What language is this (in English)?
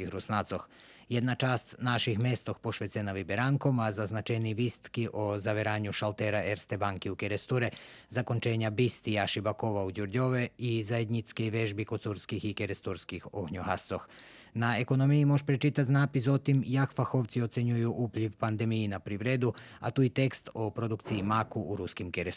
Rusyn